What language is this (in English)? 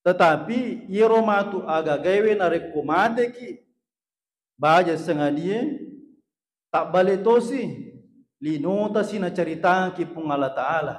Buginese